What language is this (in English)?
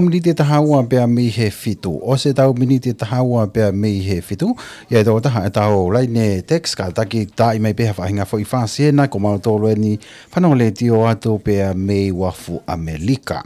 Tongan